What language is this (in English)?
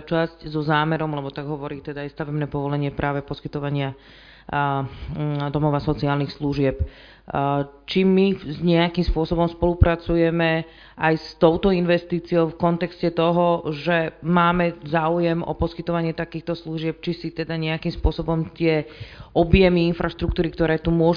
Slovak